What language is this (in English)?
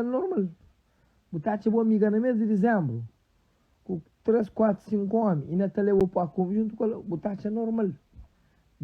Kabuverdianu